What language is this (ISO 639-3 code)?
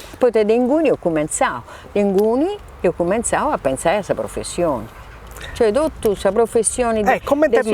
srd